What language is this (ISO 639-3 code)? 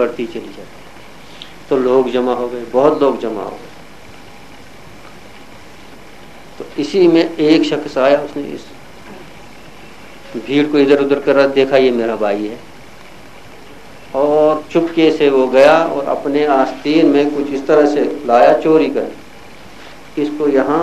urd